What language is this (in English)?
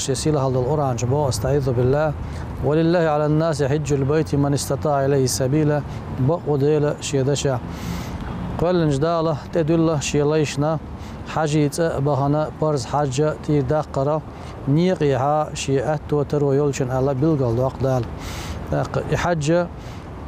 Chechen